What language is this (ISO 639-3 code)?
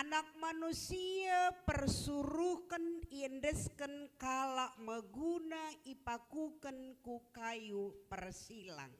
btx